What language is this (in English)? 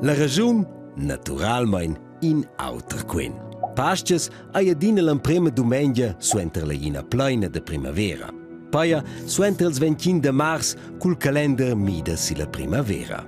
Romansh